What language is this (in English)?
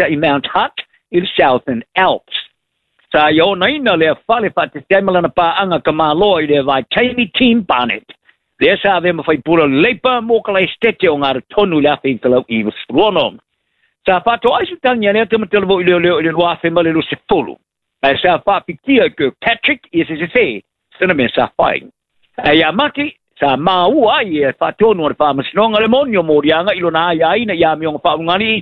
Samoan